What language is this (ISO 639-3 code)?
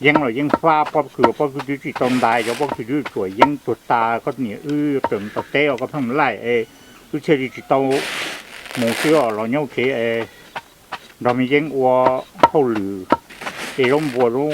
hmn